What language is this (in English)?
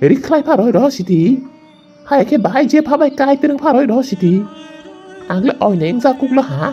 Kok Borok